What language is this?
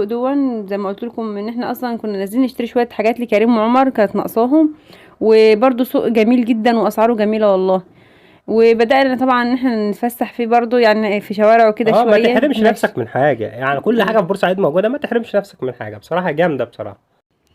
Egyptian Arabic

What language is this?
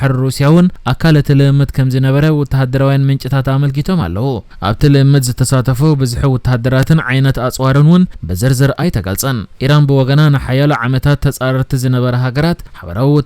Tigrinya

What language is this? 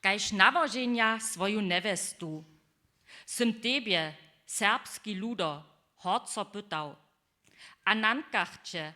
Upper Sorbian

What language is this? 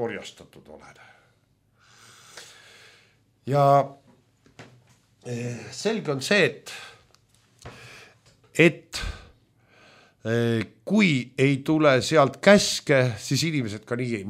Estonian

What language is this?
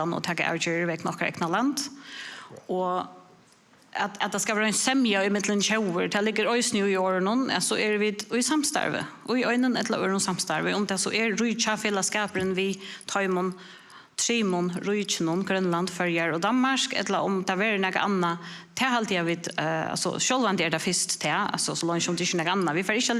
Faroese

